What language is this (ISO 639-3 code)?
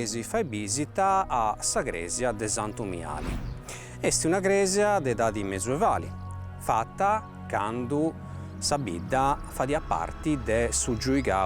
srd